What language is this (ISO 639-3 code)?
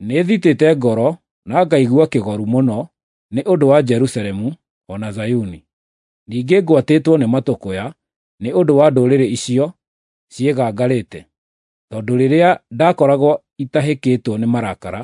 kik